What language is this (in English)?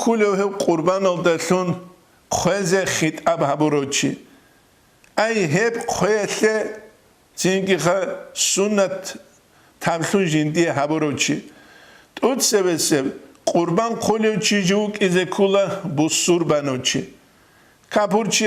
Avaric